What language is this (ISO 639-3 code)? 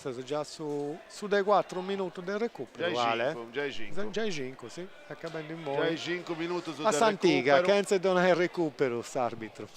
srd